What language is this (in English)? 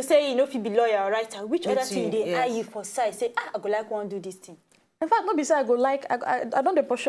Nigerian Pidgin